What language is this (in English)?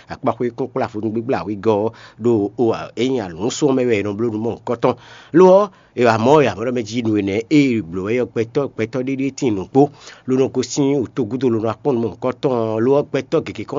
Fon